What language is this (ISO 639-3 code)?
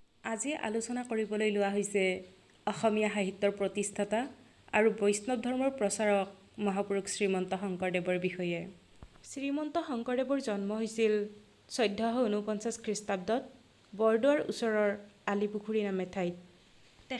asm